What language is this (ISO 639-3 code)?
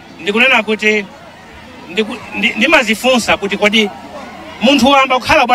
nya